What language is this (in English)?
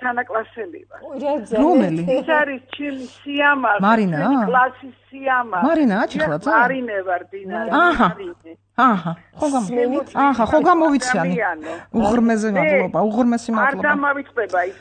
Georgian